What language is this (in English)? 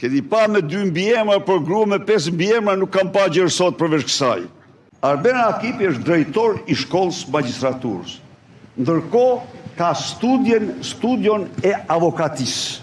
Albanian